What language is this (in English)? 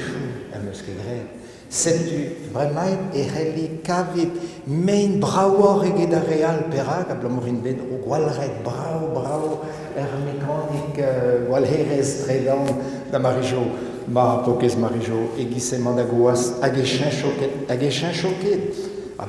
Breton